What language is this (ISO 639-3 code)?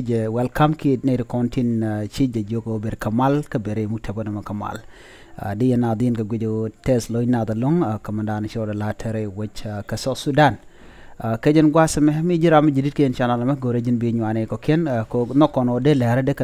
nus